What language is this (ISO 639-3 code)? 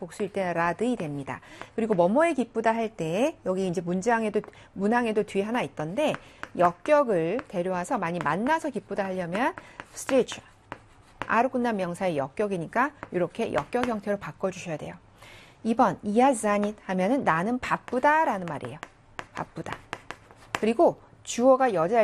kor